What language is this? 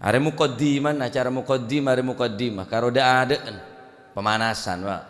Madurese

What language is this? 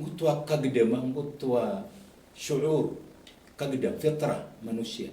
Maranao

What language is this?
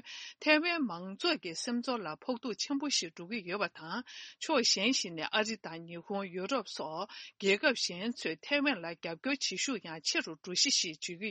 Tibetan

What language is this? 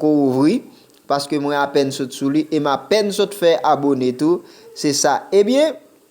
Haitian Creole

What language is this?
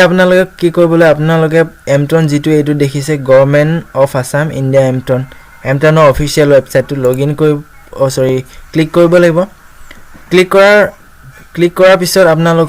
Assamese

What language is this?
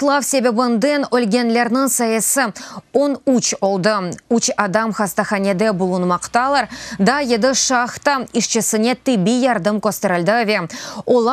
Crimean Tatar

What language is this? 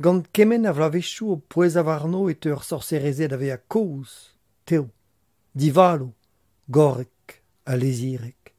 Breton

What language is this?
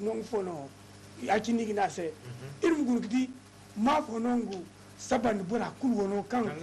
Zarma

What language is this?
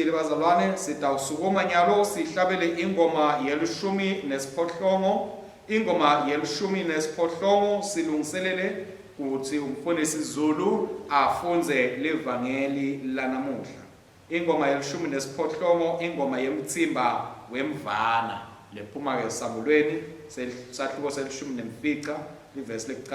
Swati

